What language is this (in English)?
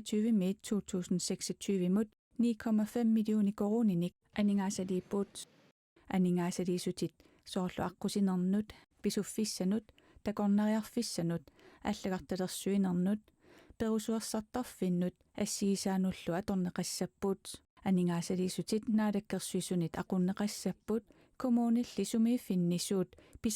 Kalaallisut